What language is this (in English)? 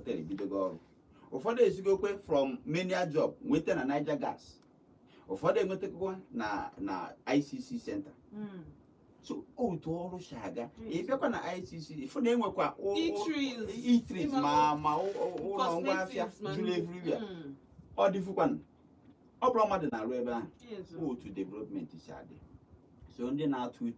Igbo